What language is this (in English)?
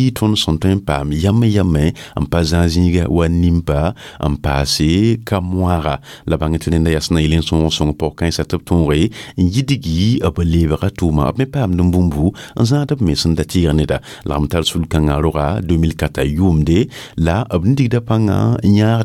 Mossi